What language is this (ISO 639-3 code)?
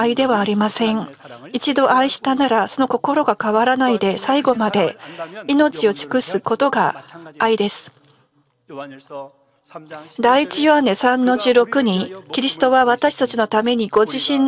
jpn